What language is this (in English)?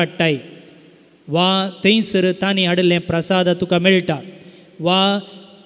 Konkani